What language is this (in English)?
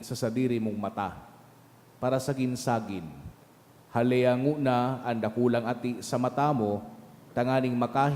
Bikol